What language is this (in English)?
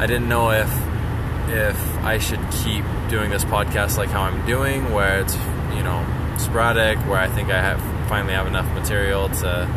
English